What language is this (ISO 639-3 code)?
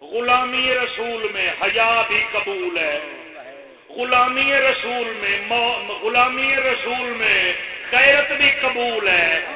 skr